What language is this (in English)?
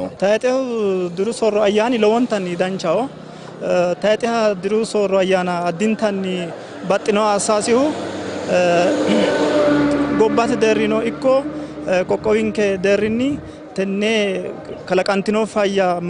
Sidamo